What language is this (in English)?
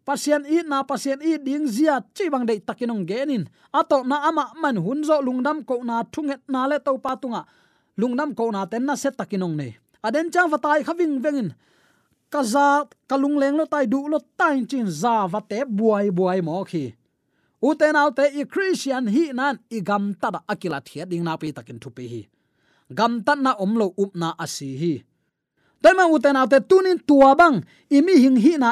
Tedim Chin